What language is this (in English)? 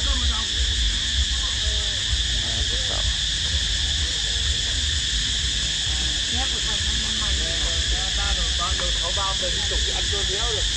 Lao